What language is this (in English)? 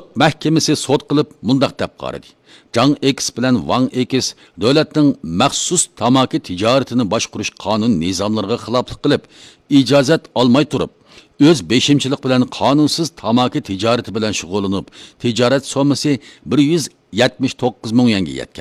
Uyghur